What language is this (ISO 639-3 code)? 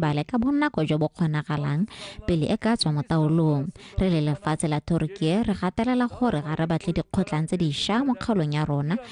tsn